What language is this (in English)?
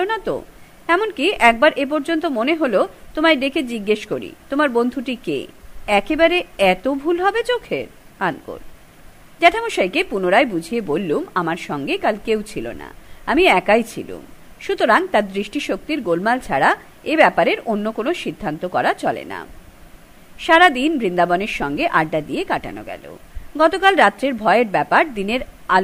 Bangla